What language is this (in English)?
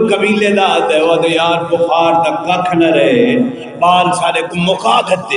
Saraiki